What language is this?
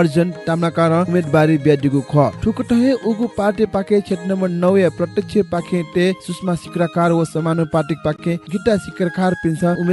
Newari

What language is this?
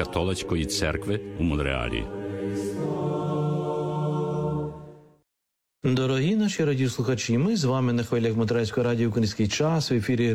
Ukrainian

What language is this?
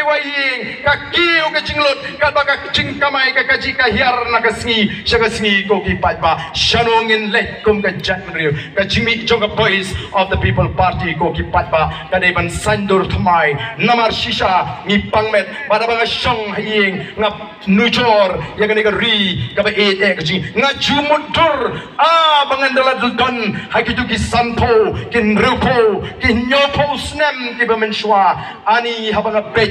Khasi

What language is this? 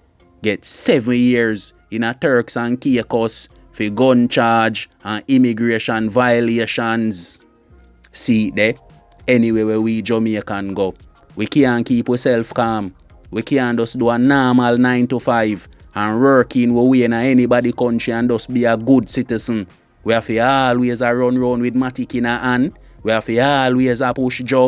Jamaican Creole English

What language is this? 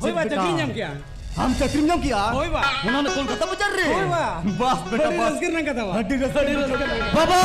Santali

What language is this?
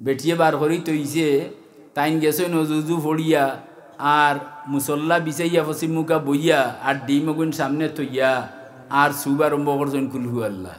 Sylheti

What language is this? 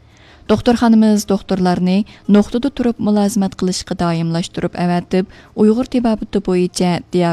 Uyghur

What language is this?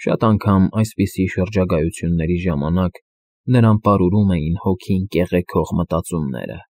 Armenian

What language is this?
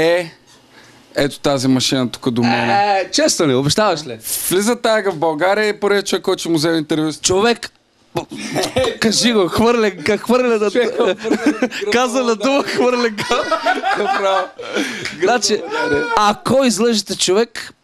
Bulgarian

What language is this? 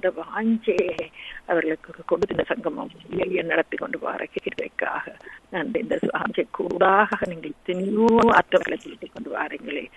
Tamil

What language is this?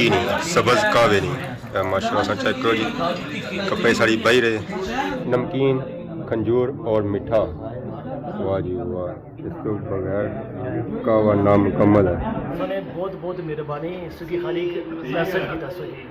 Pahari-Potwari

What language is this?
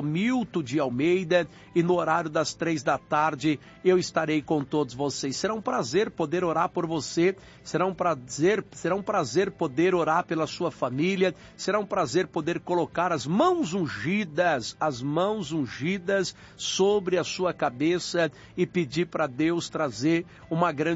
Portuguese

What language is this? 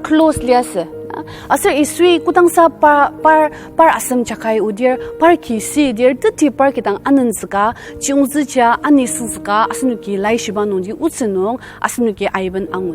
Ao Naga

